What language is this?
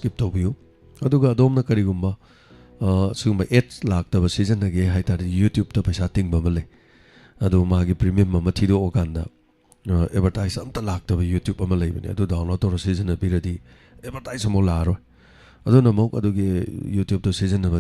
Manipuri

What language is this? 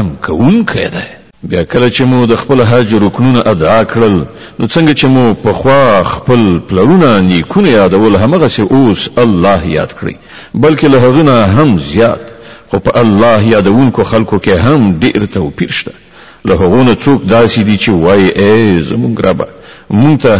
Pashto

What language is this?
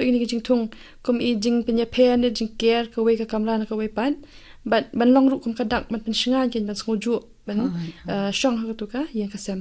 Khasi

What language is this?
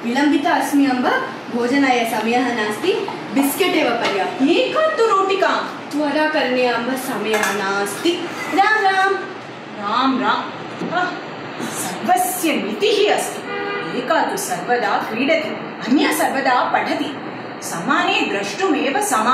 Sanskrit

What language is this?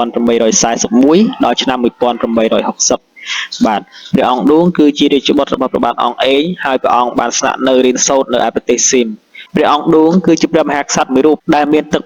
Khmer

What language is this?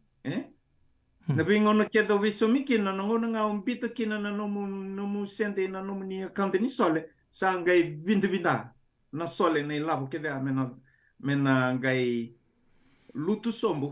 Fijian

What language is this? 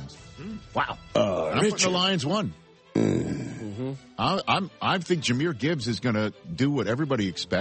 English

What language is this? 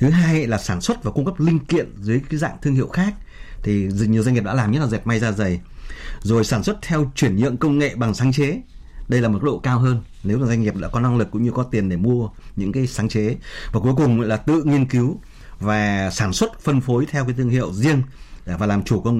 Vietnamese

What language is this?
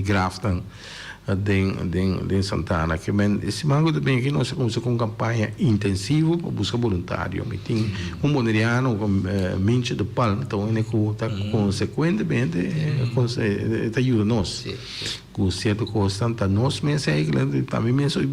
Papiamento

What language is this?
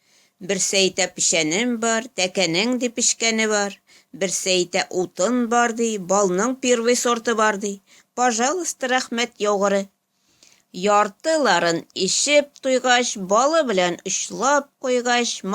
Tatar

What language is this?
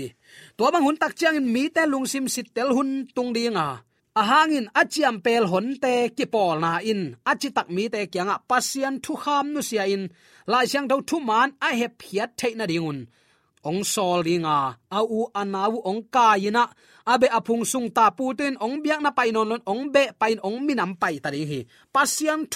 Tedim Chin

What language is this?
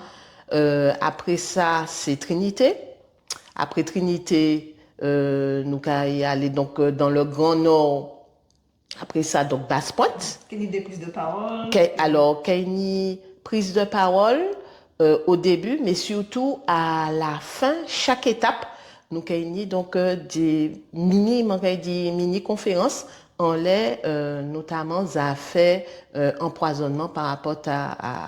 Guadeloupean Creole French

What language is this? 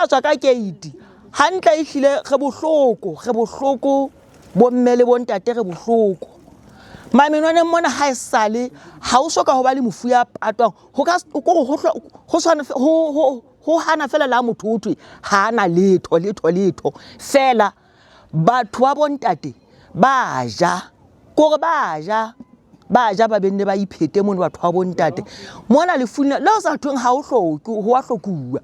Southern Sotho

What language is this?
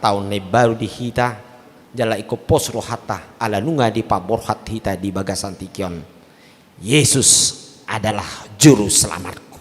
Batak Toba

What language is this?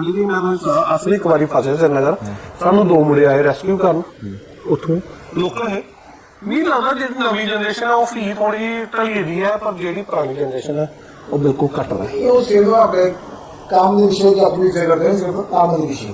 Dogri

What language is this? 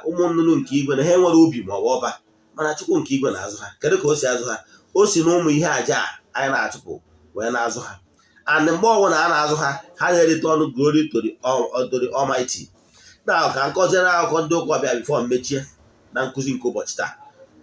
Igbo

